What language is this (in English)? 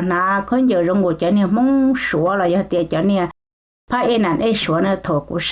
Hmong